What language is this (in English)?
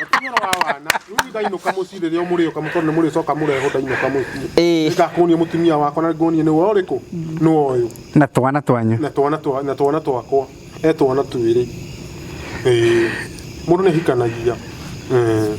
Kikuyu